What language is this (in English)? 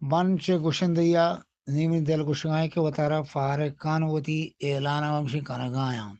Eastern Balochi